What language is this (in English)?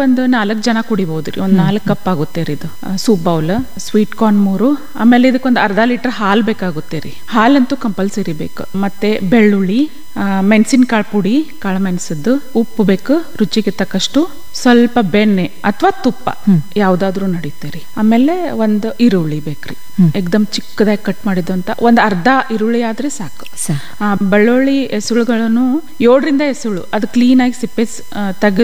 Kannada